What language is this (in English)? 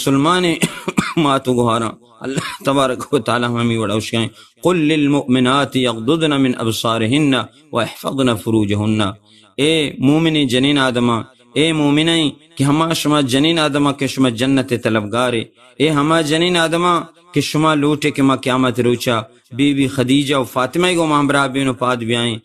Baluchi